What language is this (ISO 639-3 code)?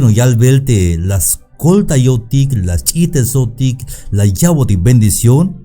tzh